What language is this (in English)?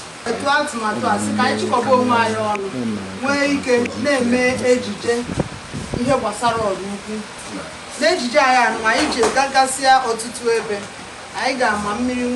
Igbo